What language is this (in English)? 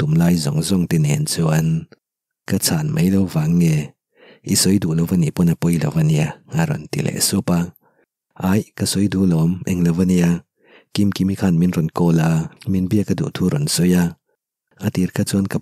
Mizo